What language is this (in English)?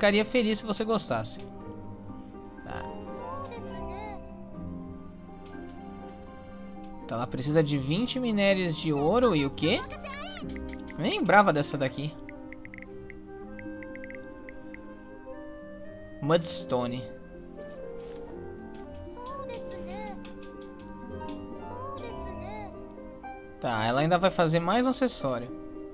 Portuguese